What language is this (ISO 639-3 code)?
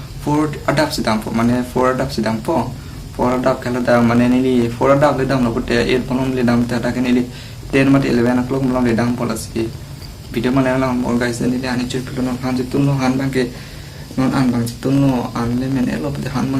mjw